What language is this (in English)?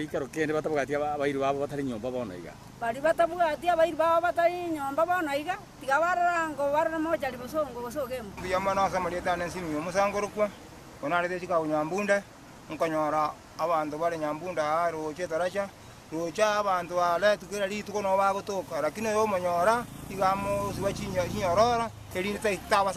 Gusii